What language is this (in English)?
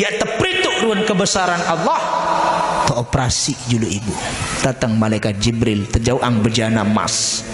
Sasak